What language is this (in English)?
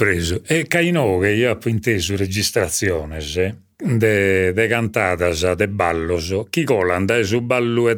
Sardinian